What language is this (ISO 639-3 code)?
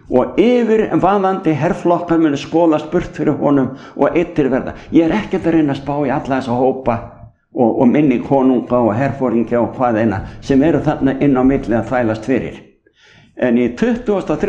isl